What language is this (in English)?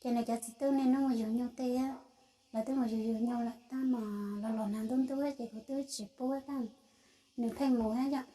Hmong